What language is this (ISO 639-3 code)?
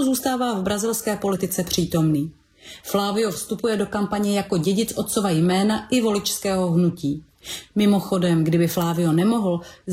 ces